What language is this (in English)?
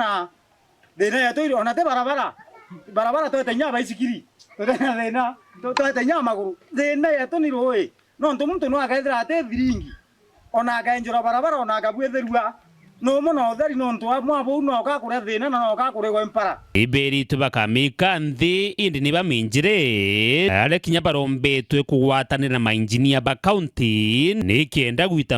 Meru